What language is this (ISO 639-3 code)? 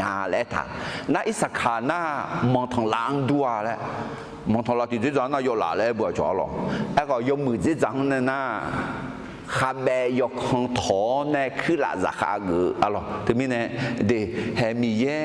ahk